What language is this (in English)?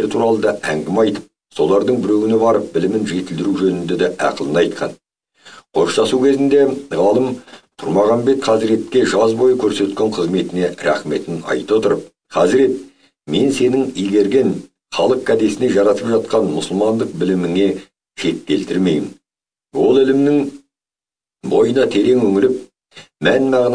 Kazakh